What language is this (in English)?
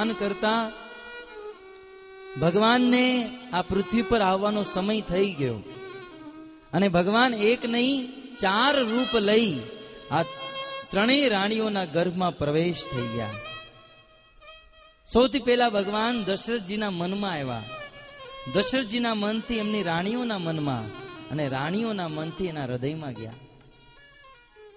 Gujarati